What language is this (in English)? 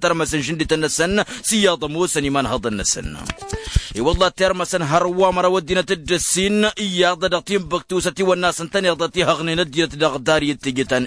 Tamasheq